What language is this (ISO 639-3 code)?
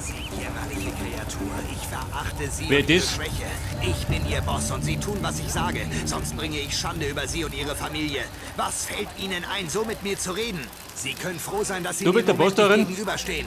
bar